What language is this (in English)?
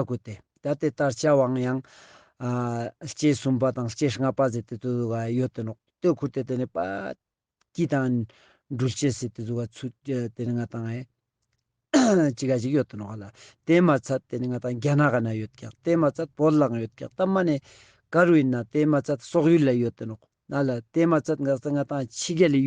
Ladakhi